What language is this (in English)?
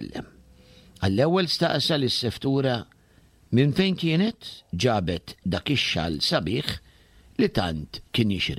Maltese